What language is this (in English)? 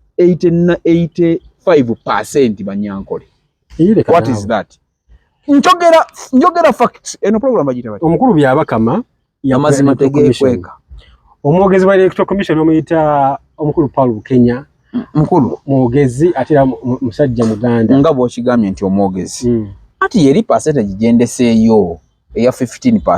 Ganda